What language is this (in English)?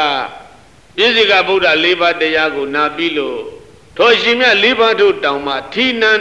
Burmese